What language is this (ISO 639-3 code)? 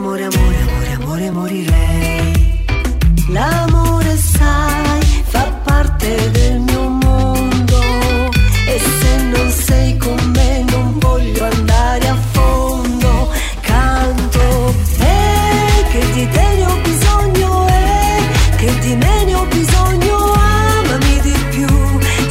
ita